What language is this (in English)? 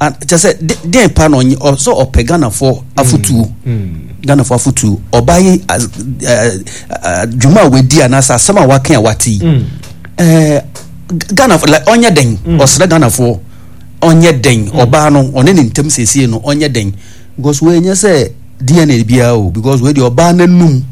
Akan